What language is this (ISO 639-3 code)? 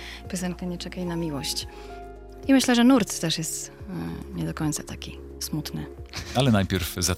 pol